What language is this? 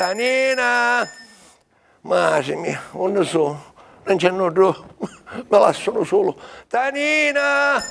Sicilian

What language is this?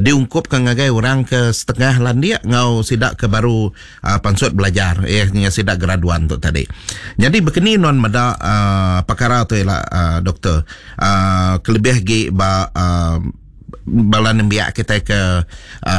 Iban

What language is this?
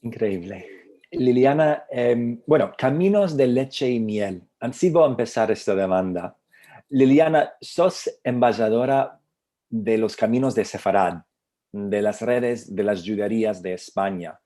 Ladino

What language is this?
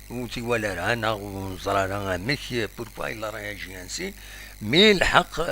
Kabyle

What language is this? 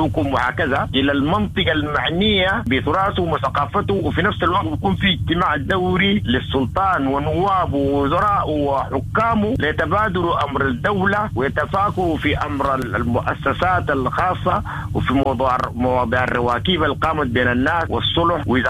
Sudanese Arabic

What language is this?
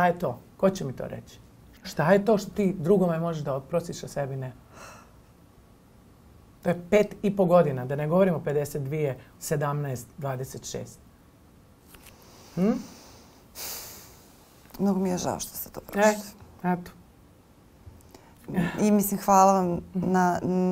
Serbian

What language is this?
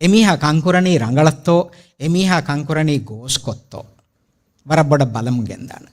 Divehi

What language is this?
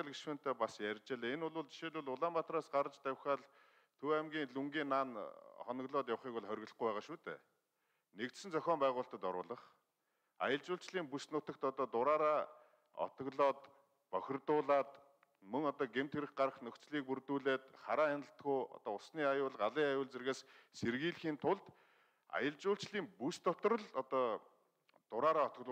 Mongolian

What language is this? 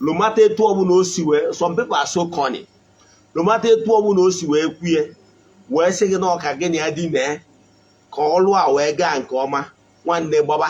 Igbo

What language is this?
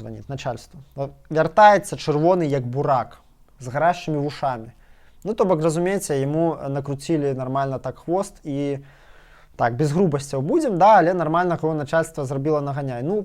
Belarusian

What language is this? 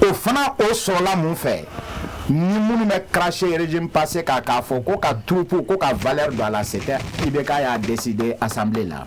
Bambara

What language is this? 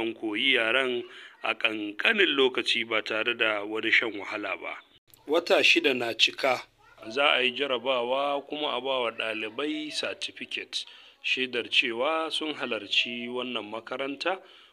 Hausa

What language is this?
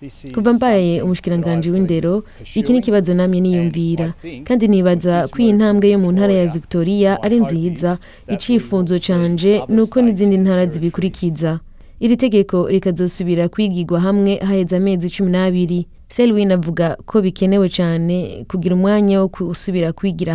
Rundi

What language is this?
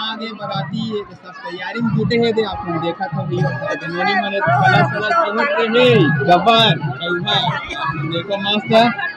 Chhattisgarhi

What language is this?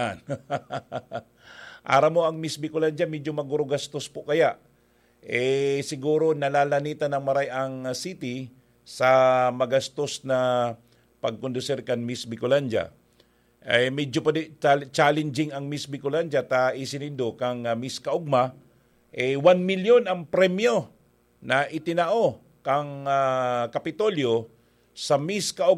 Bikol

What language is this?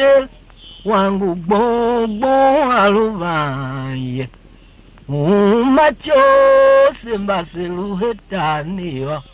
Tiv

